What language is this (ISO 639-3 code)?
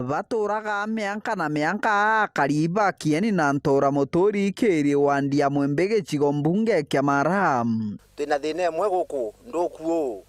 mer